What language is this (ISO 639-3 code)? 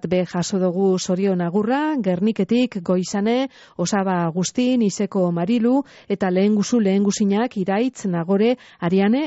eus